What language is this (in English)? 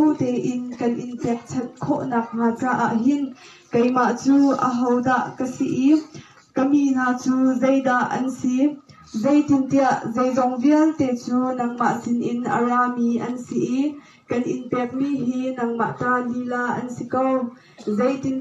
Hakha Chin